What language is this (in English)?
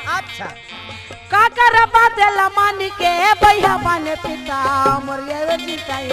Chhattisgarhi